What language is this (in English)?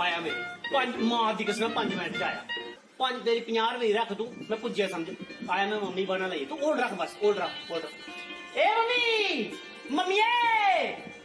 Dogri